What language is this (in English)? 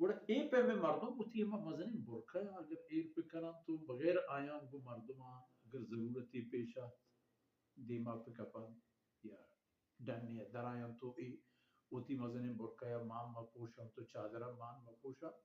Baluchi